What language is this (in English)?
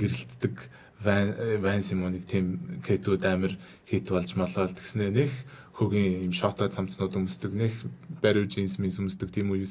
Mongolian